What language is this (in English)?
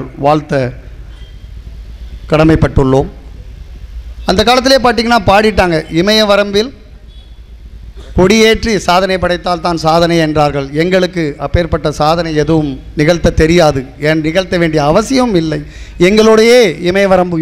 Tamil